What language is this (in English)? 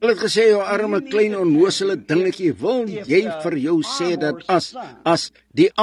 Afrikaans